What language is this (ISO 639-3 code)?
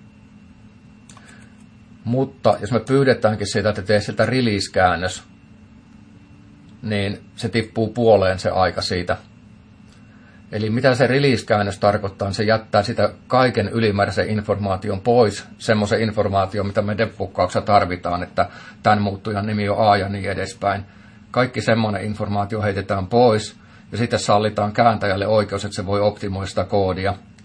fin